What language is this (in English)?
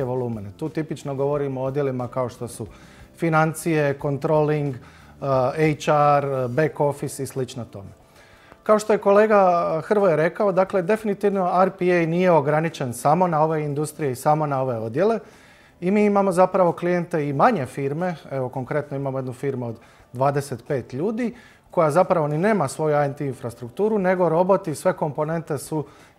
Croatian